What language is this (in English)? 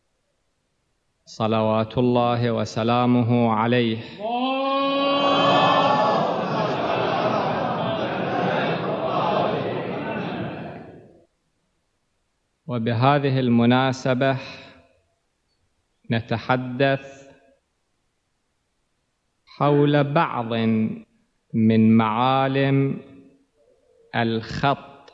Arabic